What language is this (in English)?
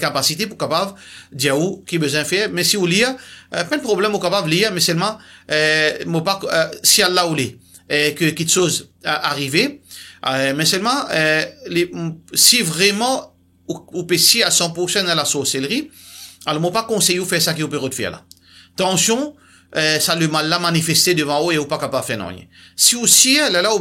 Morisyen